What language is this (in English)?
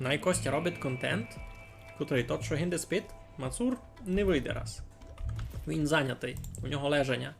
Rusyn